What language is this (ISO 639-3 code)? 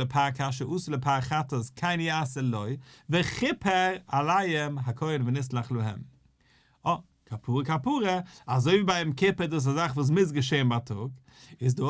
yid